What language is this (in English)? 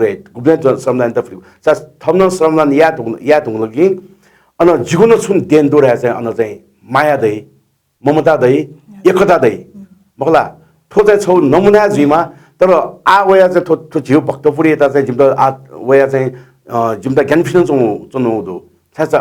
Newari